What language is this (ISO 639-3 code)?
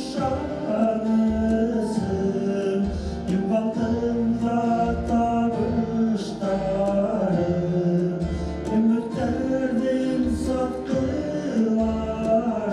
bak